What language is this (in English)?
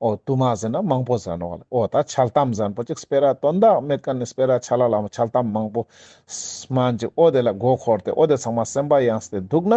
Ladakhi